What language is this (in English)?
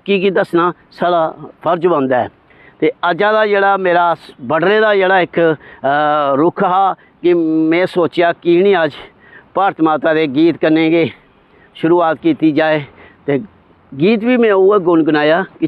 Dogri